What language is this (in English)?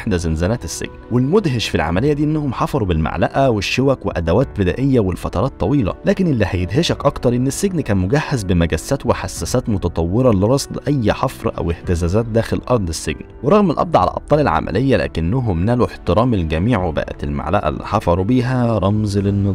Egyptian Arabic